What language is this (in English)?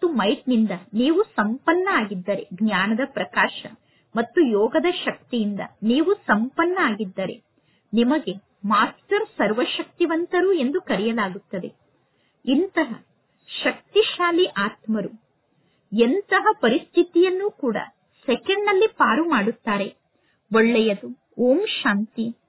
Kannada